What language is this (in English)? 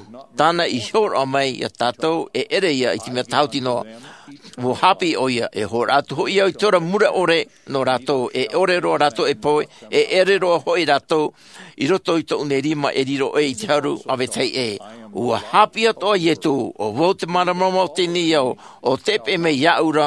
Tahitian